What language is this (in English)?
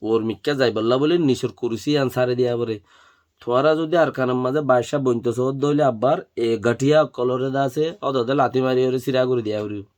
Rohingya